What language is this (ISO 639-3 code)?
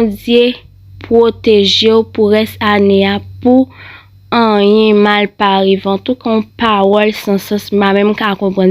hat